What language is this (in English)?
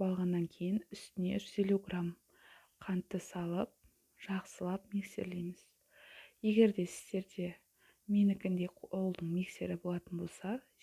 Kazakh